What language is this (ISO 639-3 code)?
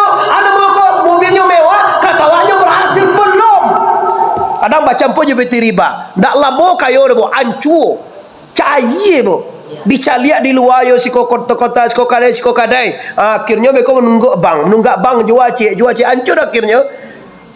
min